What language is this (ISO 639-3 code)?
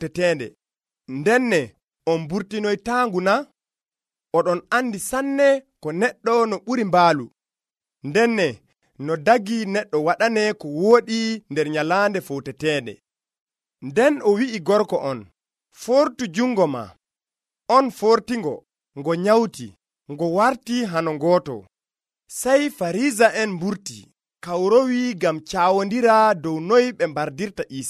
fuv